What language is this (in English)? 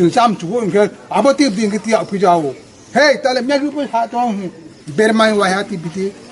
Riang (India)